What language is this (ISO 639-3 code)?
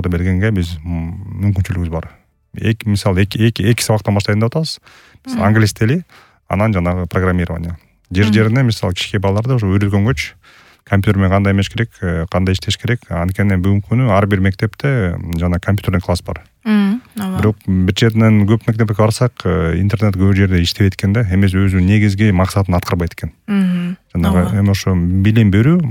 kir